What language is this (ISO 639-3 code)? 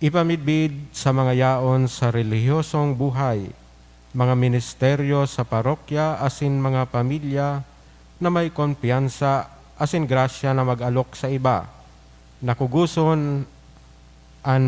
bik